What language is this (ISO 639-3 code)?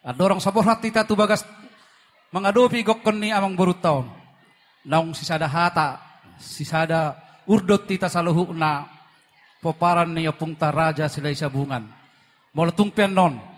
bbc